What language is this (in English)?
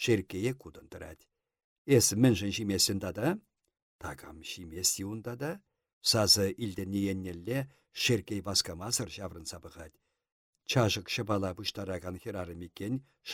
Chuvash